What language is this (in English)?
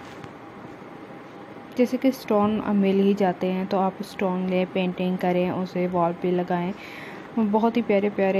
Hindi